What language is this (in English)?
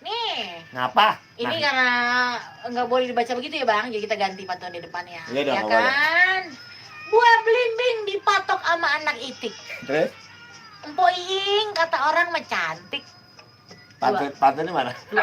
Betawi